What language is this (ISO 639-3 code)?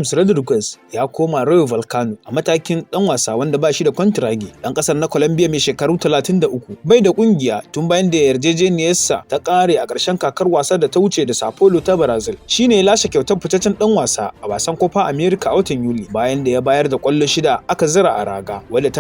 hau